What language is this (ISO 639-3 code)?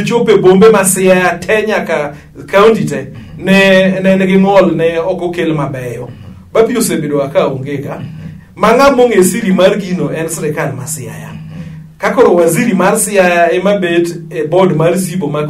luo